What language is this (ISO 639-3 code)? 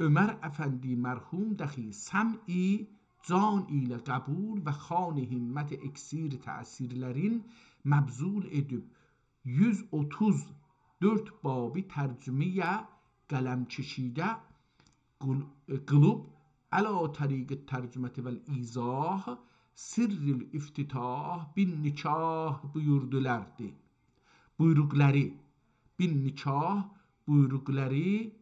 azb